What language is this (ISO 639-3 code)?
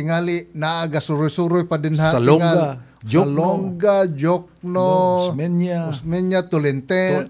ceb